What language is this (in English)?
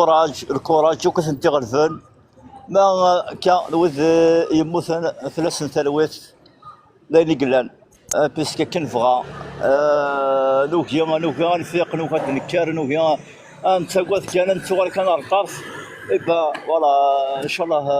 Kabyle